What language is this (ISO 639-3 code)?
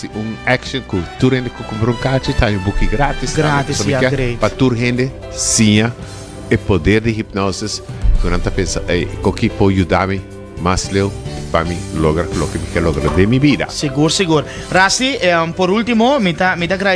pap